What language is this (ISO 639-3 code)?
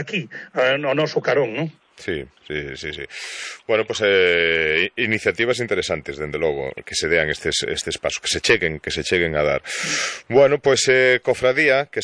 glg